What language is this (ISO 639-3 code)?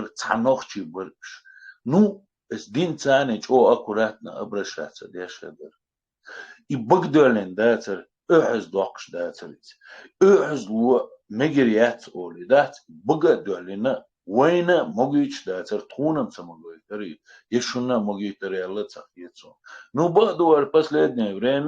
che